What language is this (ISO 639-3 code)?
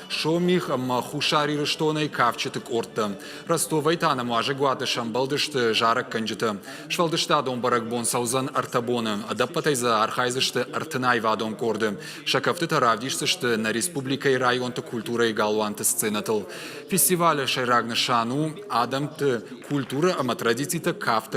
oss